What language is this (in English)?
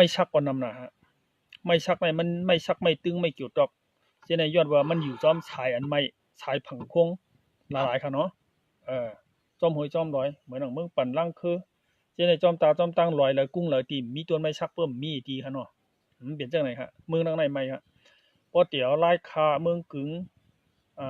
Shan